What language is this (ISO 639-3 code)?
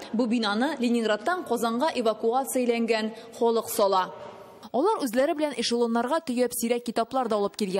tat